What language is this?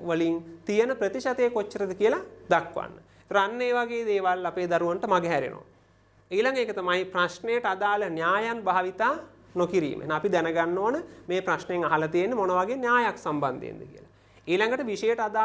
Sinhala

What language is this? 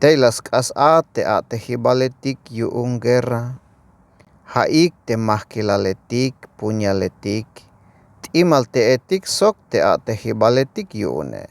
Tzeltal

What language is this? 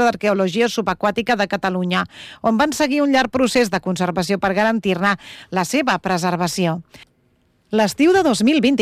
Catalan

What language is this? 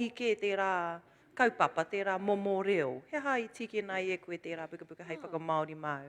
Māori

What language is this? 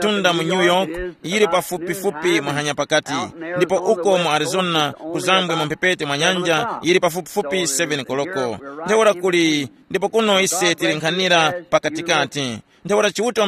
Tumbuka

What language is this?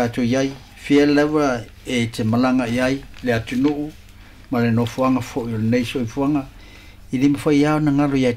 Samoan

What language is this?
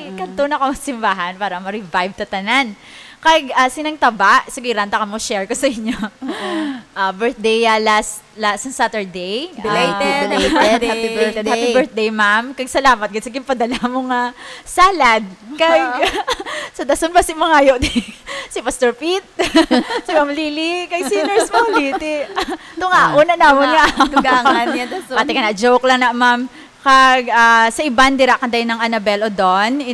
Hiligaynon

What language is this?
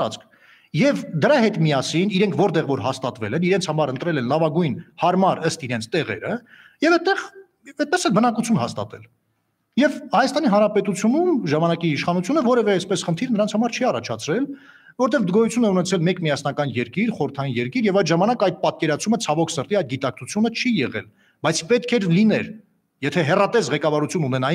Armenian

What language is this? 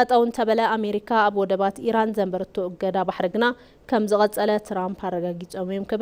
Tigrinya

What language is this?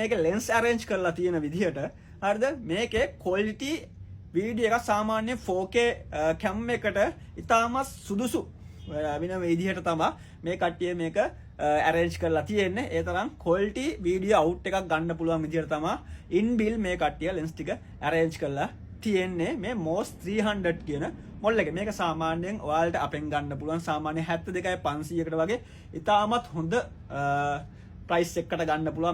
Sinhala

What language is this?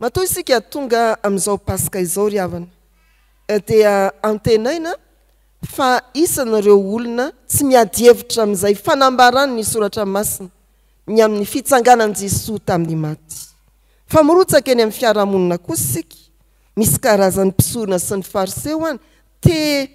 Malagasy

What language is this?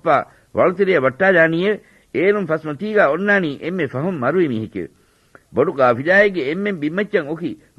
Divehi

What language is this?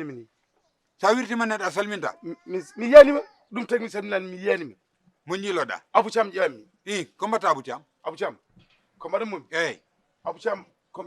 Fula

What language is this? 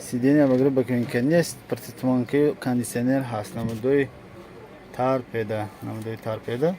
Tajik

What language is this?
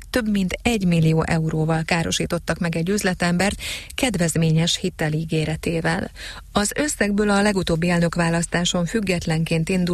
Hungarian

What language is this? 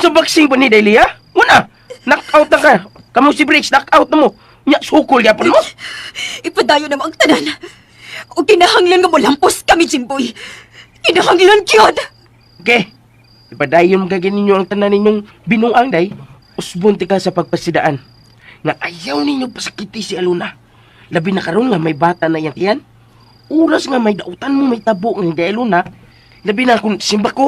Cebuano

